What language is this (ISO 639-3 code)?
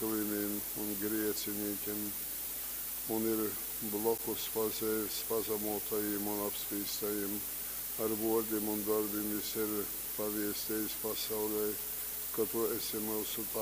ltg